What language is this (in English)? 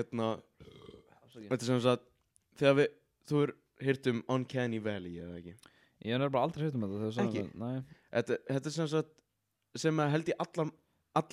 Icelandic